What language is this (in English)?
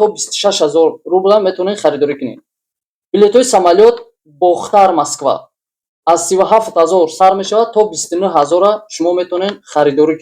Tajik